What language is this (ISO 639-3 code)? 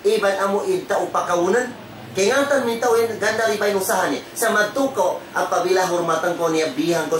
tsg